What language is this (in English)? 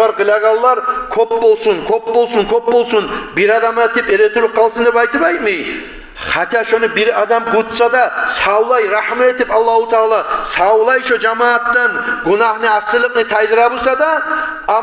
Kumyk